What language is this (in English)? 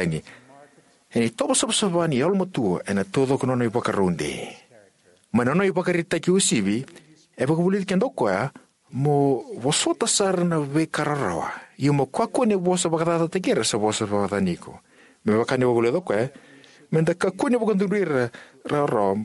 Fijian